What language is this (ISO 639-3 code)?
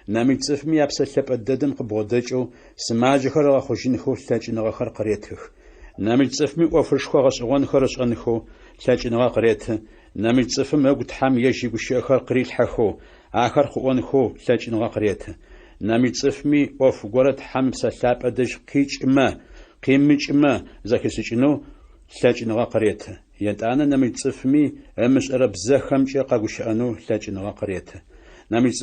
ady